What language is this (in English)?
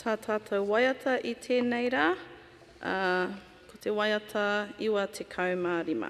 Māori